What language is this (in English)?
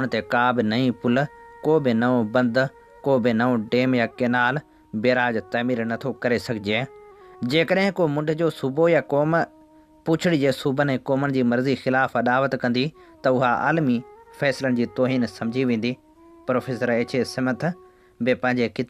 Sindhi